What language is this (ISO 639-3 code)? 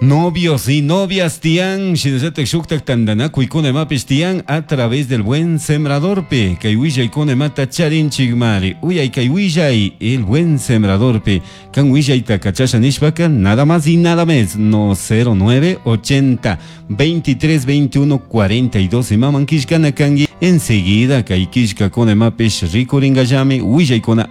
qug